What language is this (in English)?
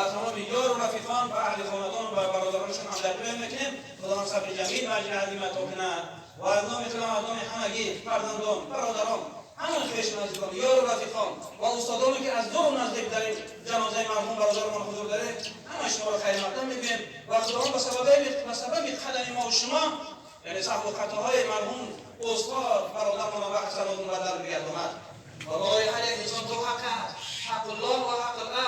Tajik